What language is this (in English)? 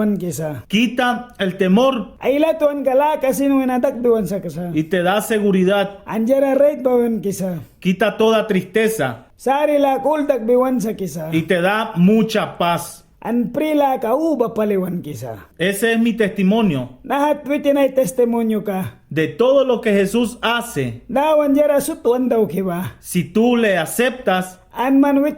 Mískito